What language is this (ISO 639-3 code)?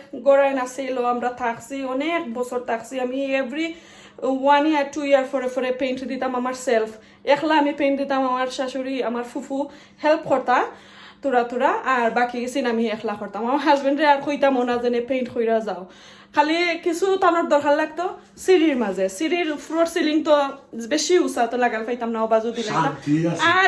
syl